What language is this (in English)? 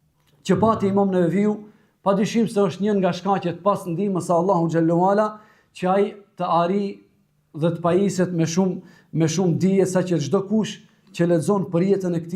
Albanian